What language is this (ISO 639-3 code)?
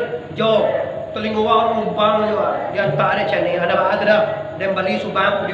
min